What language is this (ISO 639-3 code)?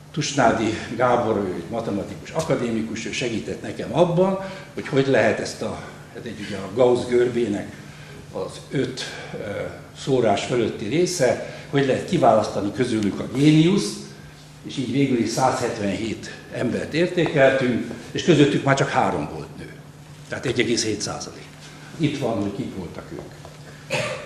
hun